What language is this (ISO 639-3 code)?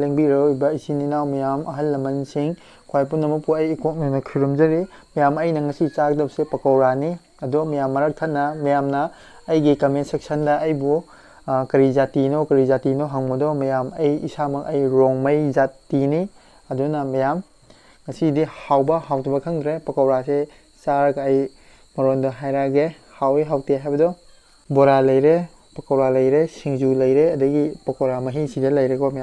mni